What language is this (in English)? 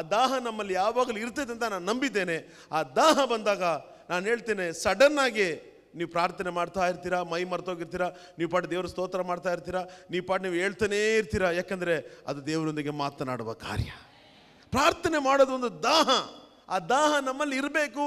Kannada